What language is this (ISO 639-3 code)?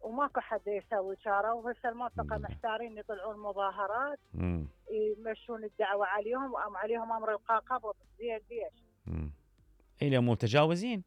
acm